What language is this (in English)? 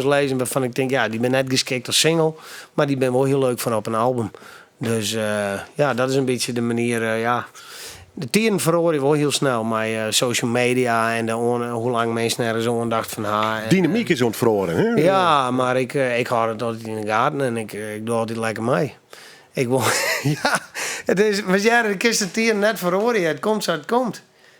Western Frisian